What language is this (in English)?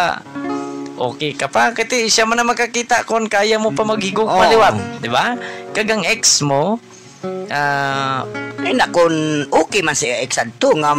Hiligaynon